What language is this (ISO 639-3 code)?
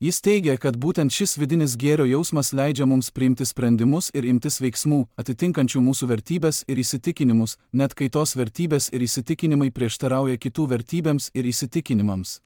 lit